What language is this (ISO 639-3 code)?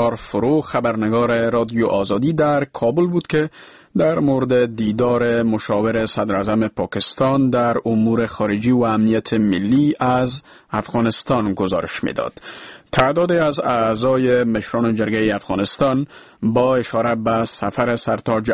fas